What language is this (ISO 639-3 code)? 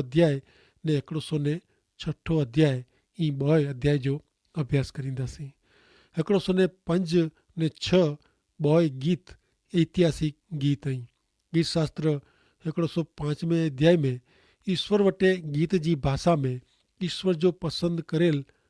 kfr